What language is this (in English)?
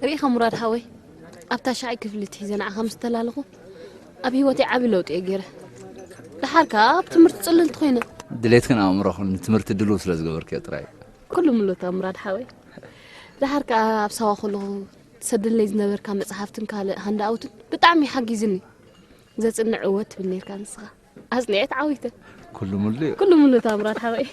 Tigrinya